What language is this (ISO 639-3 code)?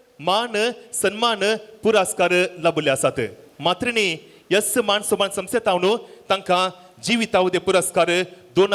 kok